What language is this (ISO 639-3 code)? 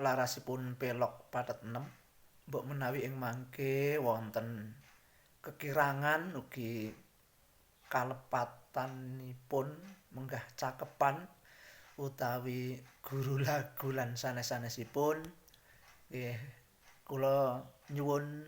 jav